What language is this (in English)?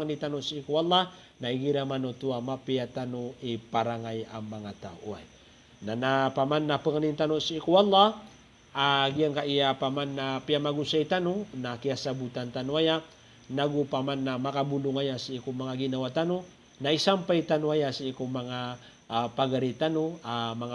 Maranao